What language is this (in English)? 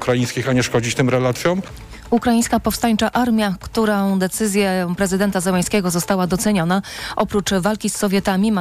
Polish